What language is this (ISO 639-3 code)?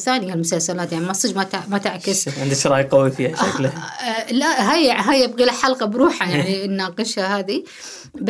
afb